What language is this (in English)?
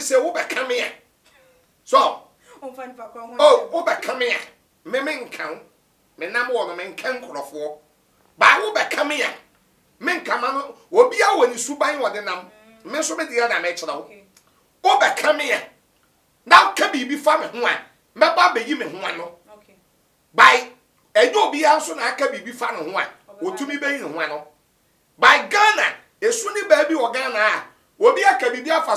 Akan